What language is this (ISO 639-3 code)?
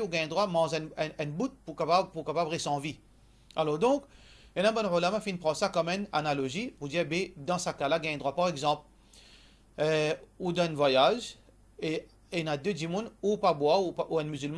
mfe